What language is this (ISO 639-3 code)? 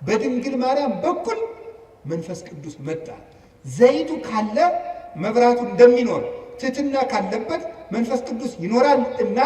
amh